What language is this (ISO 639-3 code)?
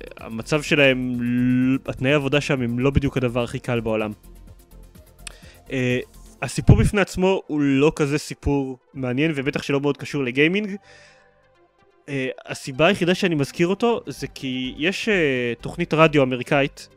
heb